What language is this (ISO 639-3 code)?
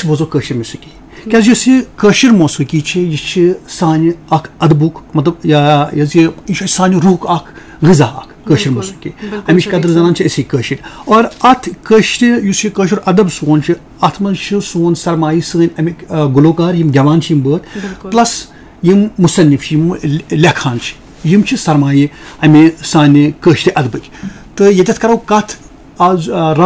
kas